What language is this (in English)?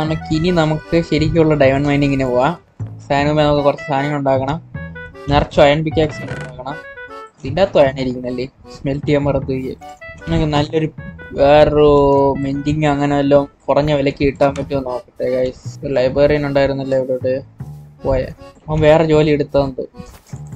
Malayalam